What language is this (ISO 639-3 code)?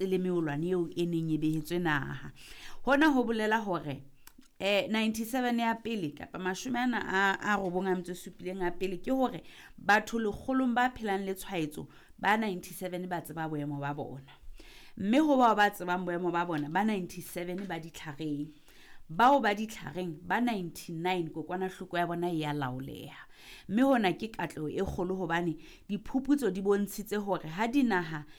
sot